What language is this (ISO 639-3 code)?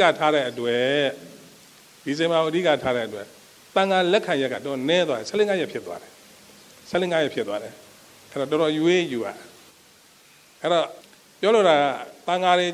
mya